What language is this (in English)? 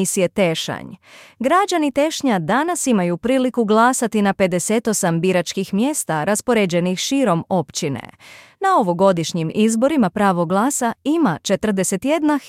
Bosnian